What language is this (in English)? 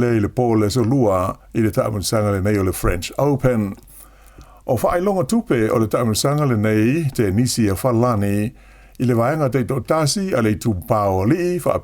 Samoan